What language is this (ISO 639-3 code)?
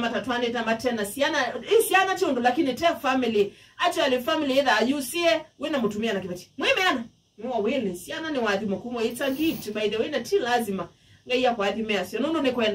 kam